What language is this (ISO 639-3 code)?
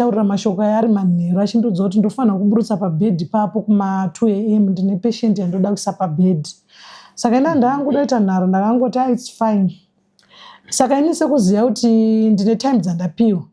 sna